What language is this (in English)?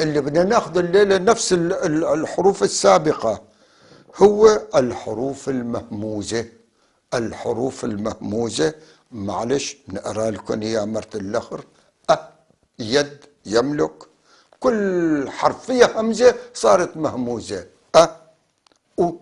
North Levantine Arabic